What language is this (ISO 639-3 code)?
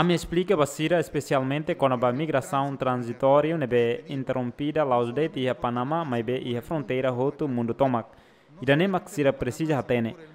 tet